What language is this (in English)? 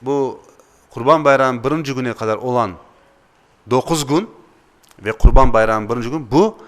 Crimean Tatar